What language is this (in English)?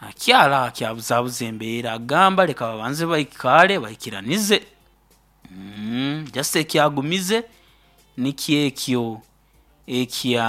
Nyoro